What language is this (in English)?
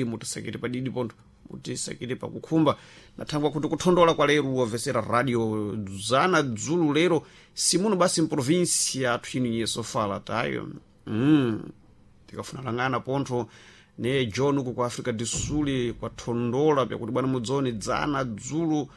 Sena